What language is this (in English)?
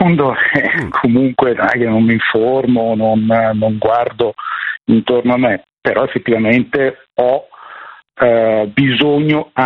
Italian